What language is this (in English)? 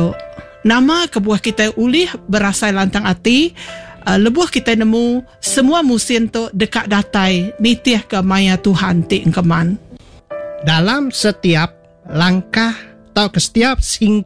Iban